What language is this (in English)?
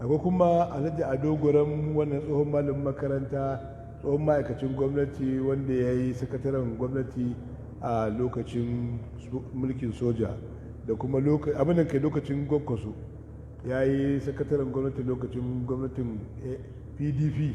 Hausa